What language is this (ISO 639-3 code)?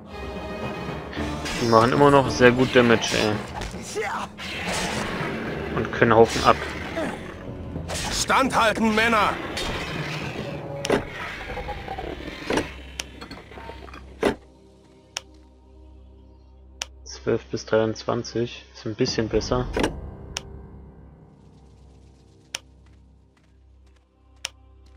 deu